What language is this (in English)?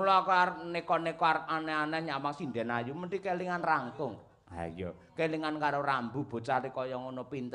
Javanese